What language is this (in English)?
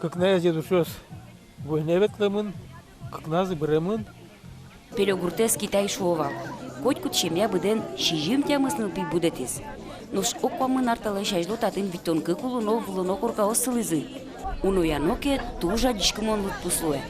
Udmurt